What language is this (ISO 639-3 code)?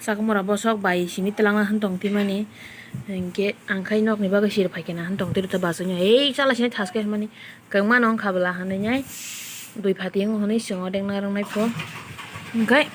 trp